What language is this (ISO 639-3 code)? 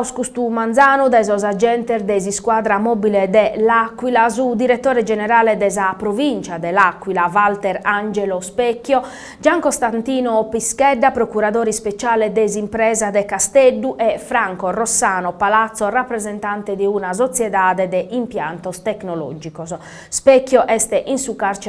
srd